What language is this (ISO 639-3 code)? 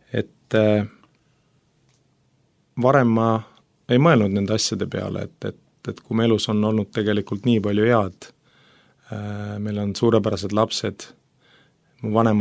est